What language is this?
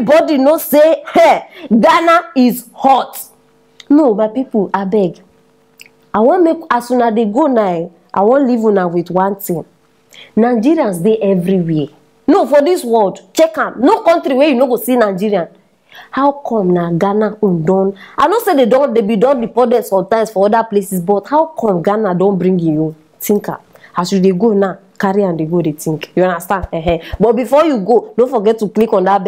Nigerian Pidgin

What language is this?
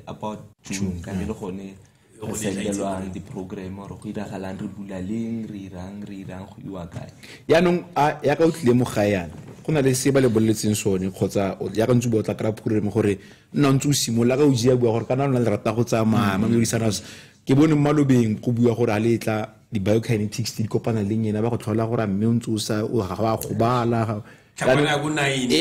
Tswana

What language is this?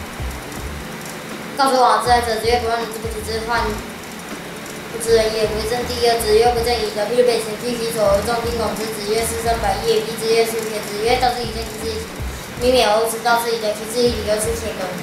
Literary Chinese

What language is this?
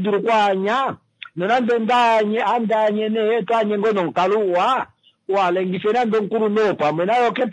Kuanyama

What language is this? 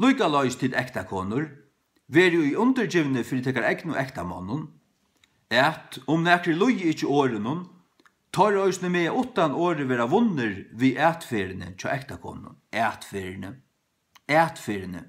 Faroese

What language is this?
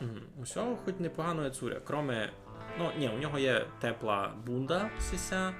Rusyn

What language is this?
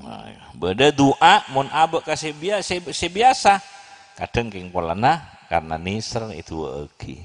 Madurese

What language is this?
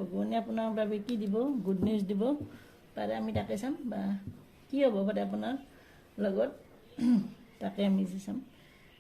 Assamese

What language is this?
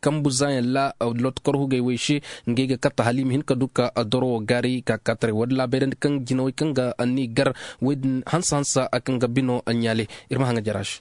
Zarma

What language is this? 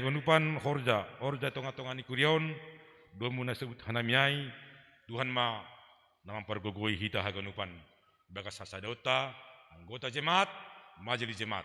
Batak Simalungun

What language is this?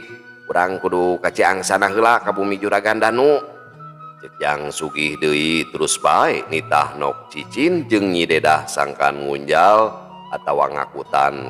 Sundanese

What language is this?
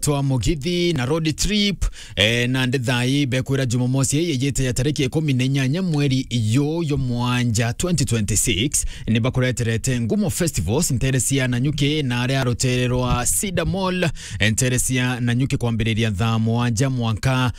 Meru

